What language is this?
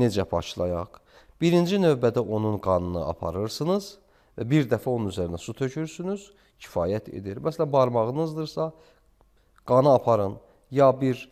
Azerbaijani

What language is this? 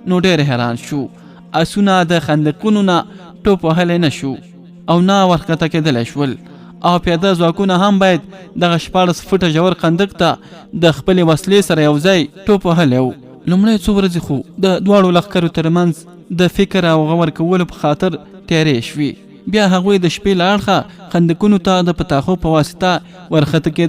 Pashto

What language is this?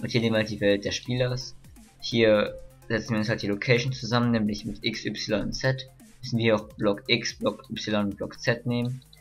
German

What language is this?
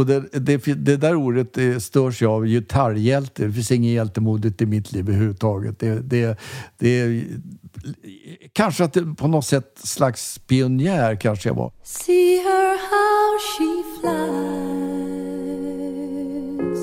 Swedish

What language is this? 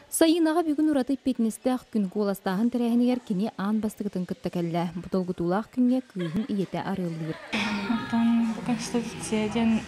Yakut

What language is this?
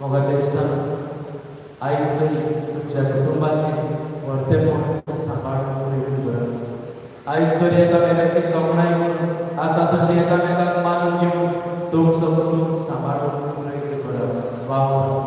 Konkani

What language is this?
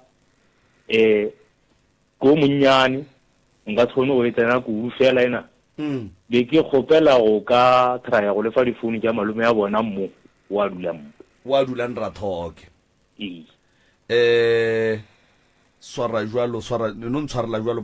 Northern Sotho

